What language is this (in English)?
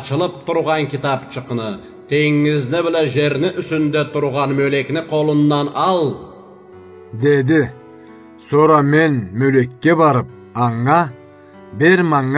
Karachay-Balkar